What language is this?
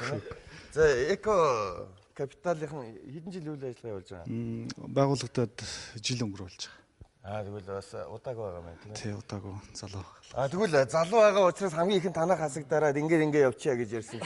Mongolian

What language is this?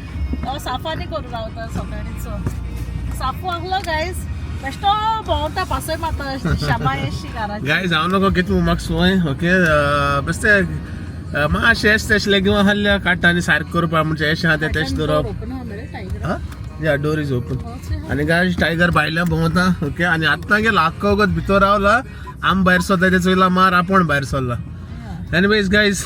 Konkani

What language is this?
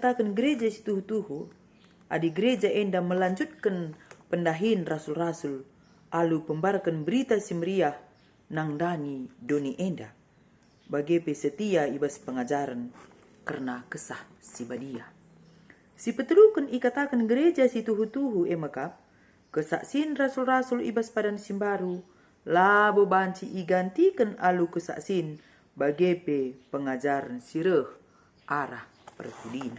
Batak Karo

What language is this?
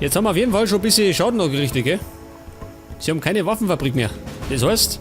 Bavarian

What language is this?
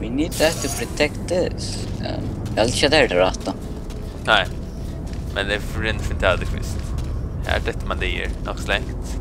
Faroese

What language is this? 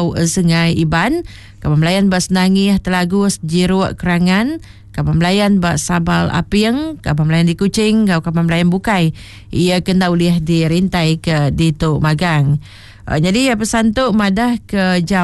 Iban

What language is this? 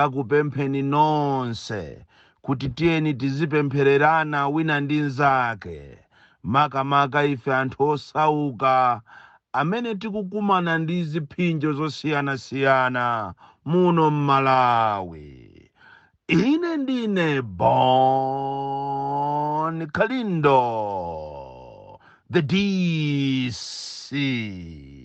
Nyanja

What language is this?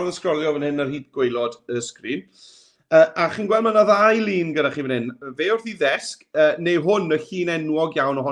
Welsh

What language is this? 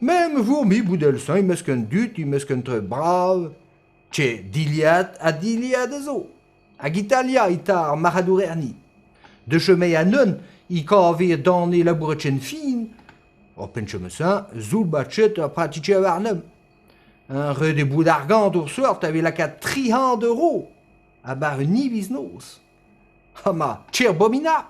Breton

